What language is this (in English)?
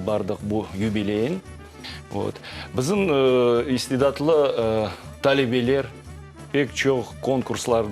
Crimean Tatar